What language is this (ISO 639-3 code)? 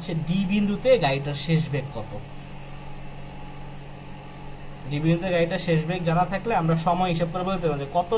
ben